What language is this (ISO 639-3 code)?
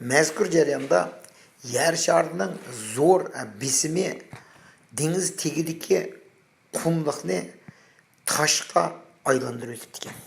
uig